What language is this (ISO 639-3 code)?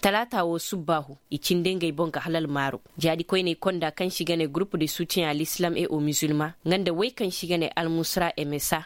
ses